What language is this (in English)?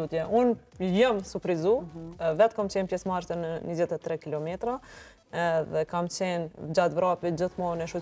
Albanian